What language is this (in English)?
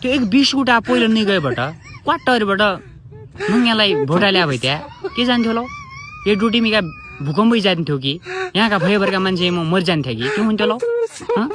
Nepali